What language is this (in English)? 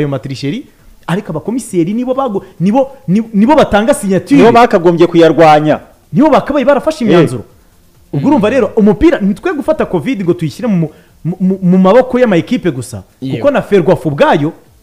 Kinyarwanda